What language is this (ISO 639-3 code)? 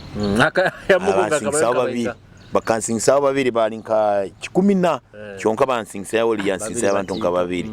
nyo